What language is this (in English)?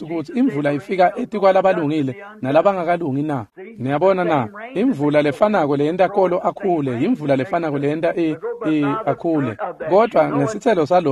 Swati